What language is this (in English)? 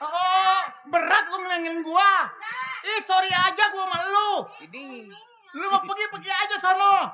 Betawi